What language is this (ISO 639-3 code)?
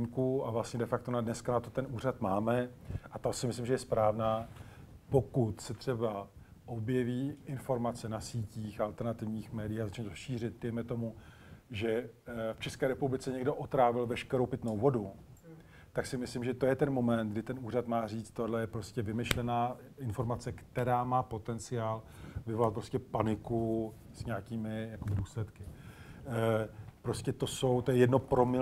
ces